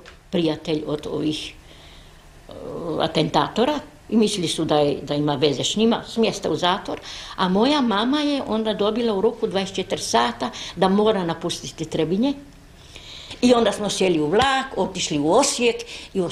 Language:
Croatian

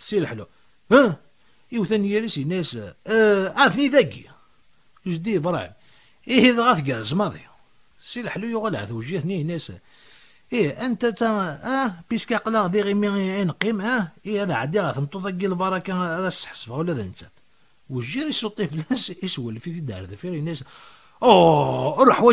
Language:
Kabyle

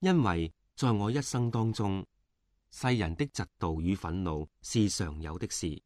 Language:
Cantonese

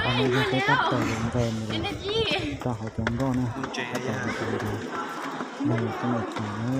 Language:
Hmong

